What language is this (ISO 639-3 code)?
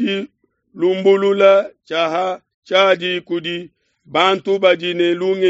lua